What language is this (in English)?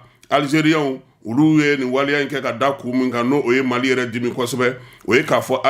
Bambara